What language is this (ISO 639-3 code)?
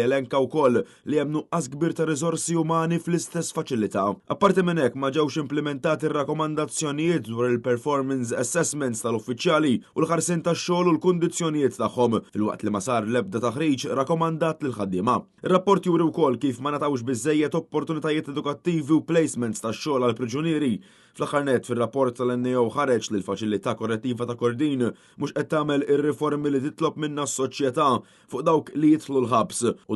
mlt